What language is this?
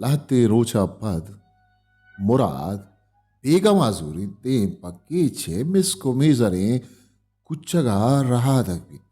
Baluchi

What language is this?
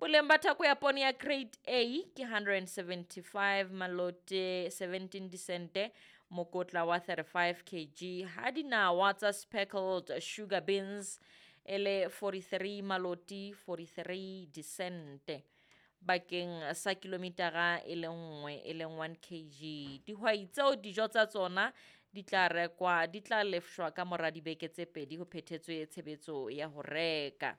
Southern Sotho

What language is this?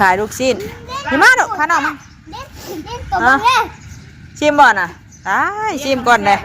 Northeastern Thai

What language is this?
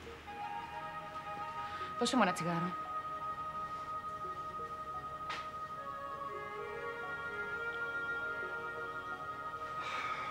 Greek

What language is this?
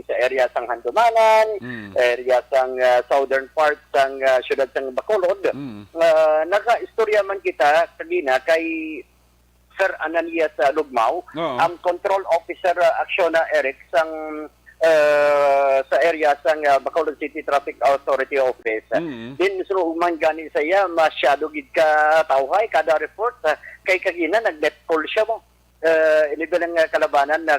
Hiligaynon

